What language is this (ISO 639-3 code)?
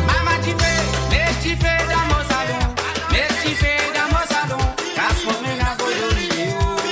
mfe